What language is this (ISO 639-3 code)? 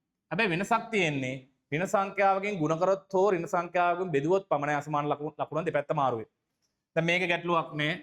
sin